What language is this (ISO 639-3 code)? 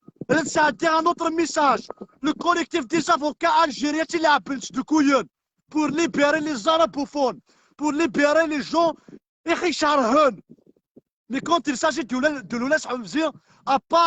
kab